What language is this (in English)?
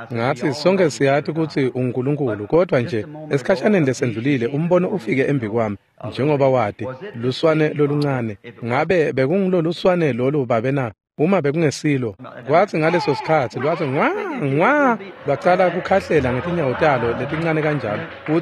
Swati